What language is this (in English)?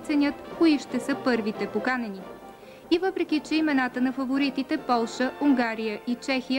Bulgarian